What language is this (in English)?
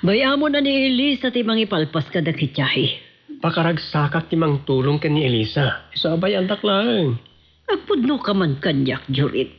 Iloko